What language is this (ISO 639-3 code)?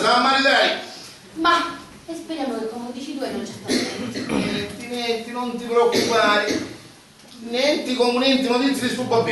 scn